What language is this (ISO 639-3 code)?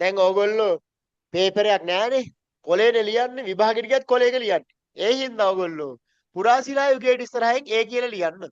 sin